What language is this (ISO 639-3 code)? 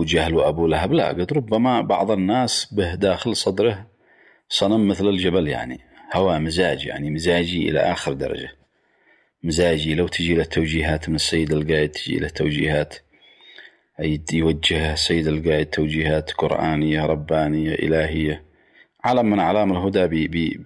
ara